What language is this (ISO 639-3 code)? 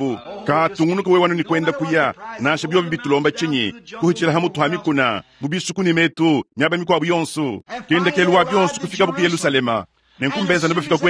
lua